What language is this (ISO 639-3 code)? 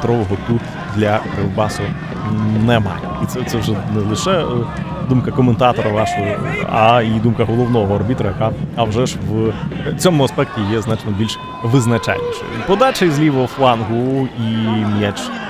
ukr